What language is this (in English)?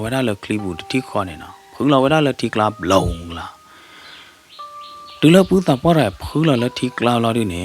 S'gaw Karen